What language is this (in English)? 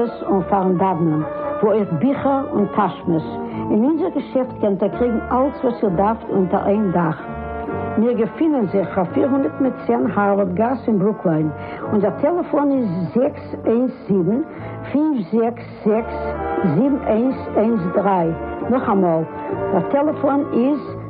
Yiddish